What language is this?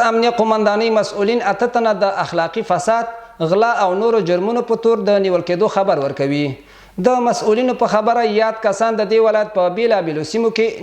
Pashto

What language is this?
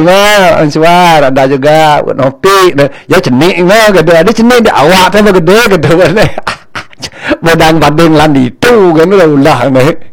Balinese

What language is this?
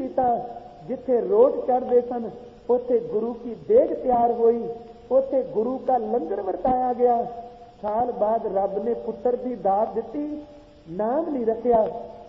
Punjabi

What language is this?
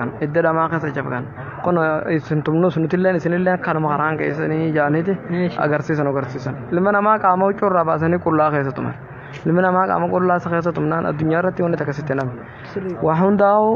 Oromo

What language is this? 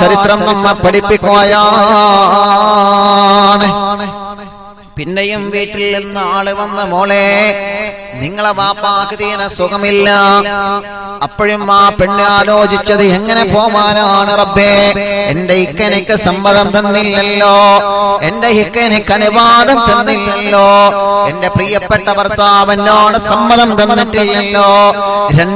Malayalam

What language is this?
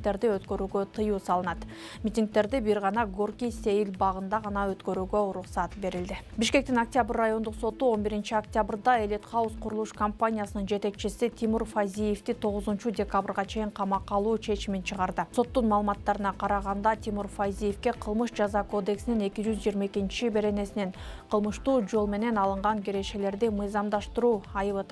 Kyrgyz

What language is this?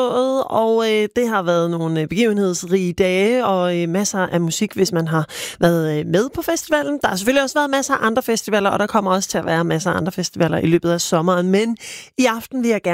Danish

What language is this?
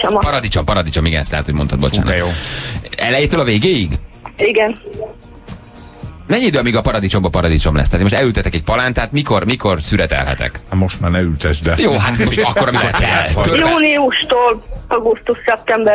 Hungarian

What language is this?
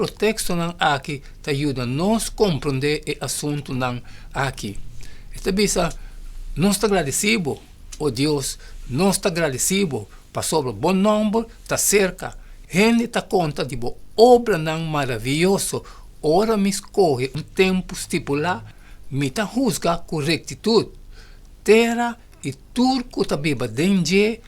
Papiamento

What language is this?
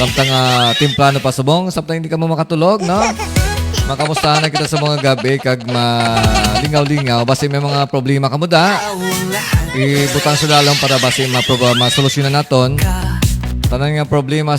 Hiligaynon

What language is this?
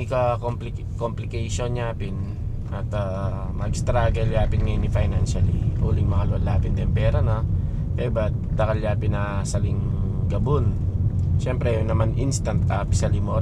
Pampanga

